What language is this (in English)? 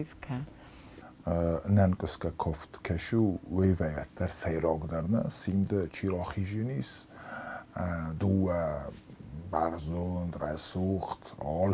Ossetic